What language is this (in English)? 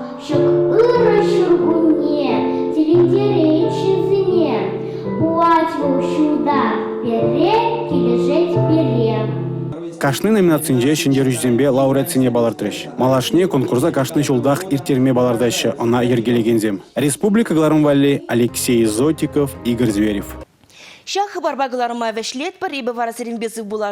Chuvash